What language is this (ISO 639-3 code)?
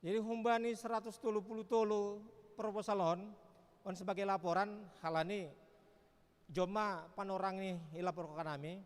bts